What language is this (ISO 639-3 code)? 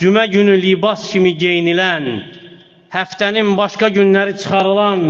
aze